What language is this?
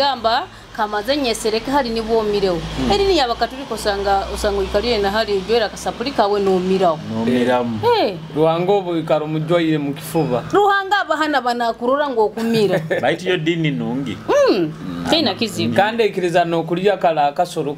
Nyoro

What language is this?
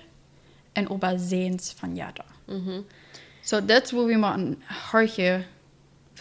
Plautdietsch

